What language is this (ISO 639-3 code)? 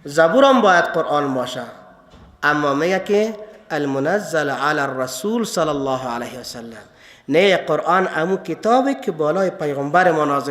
fas